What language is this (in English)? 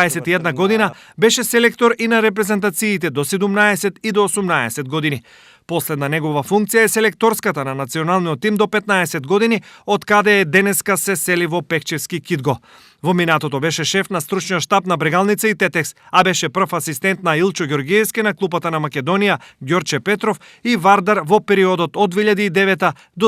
Macedonian